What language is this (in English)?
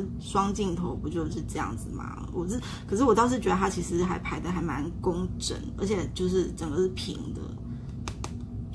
Chinese